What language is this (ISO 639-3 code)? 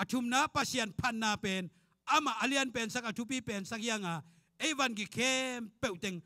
ctd